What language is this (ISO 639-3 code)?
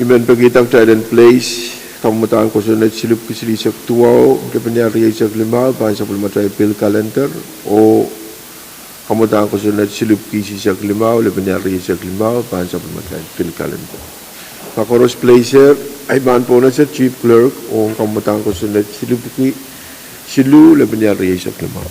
pon